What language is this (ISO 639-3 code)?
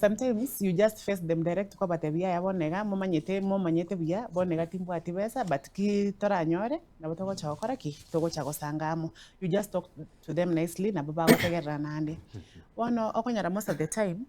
guz